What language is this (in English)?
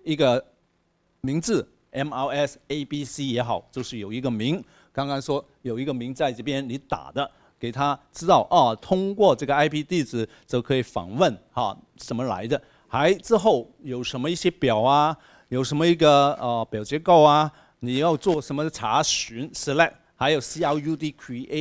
Chinese